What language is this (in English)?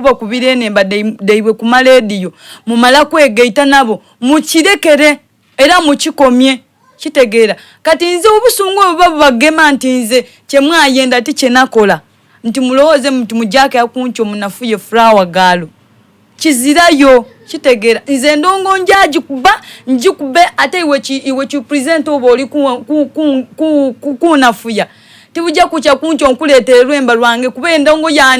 Soga